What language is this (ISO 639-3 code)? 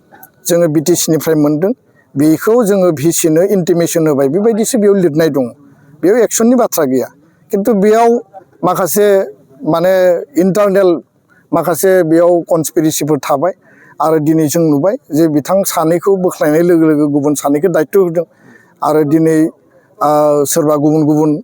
brx